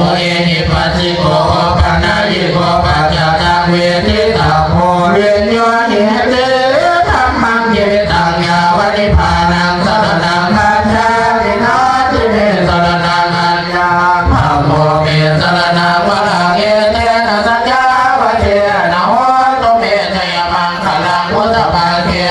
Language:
Pali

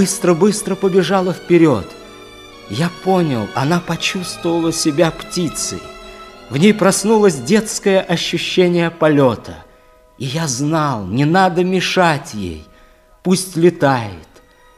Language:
Russian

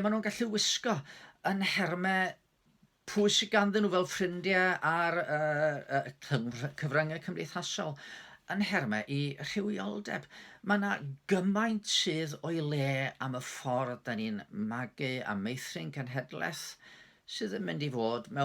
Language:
Welsh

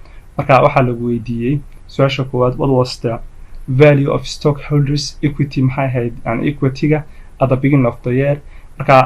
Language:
Somali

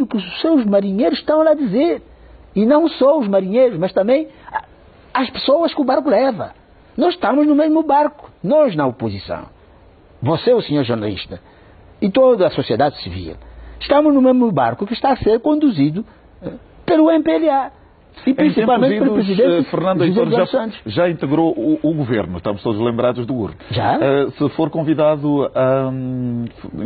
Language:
Portuguese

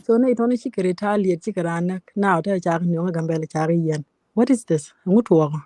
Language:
Nuer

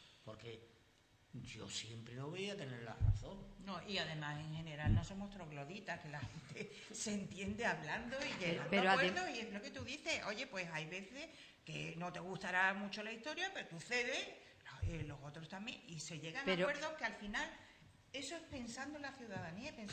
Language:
Spanish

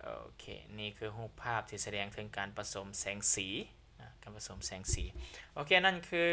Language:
Lao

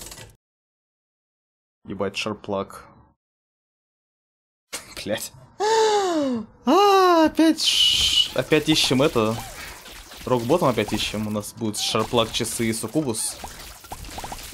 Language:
Russian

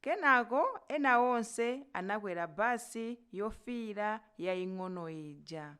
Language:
Nyanja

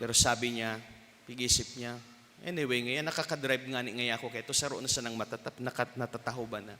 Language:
Bikol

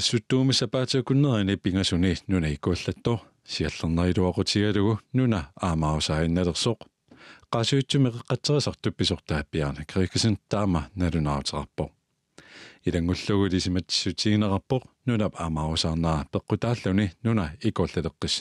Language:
Kalaallisut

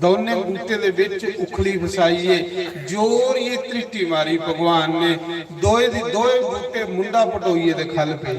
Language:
Dogri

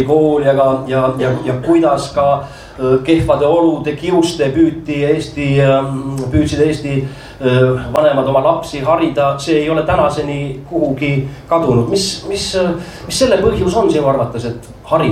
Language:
Estonian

